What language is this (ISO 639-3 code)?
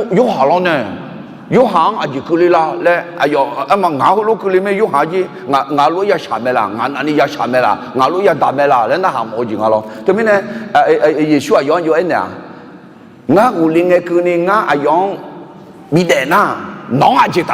ahk